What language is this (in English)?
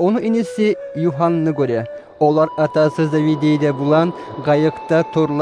Kumyk